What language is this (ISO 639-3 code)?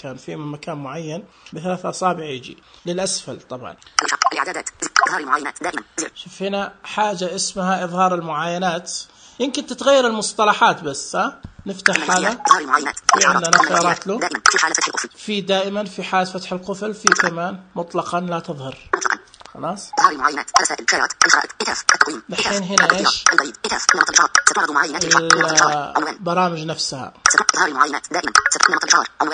ars